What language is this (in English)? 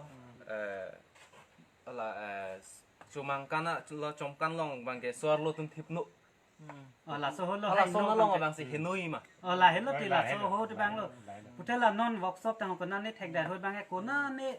Karbi